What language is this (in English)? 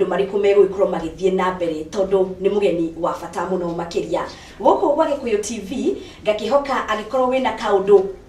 Kikuyu